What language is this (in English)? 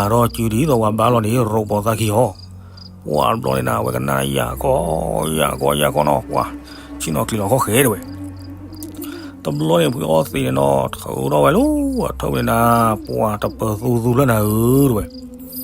S'gaw Karen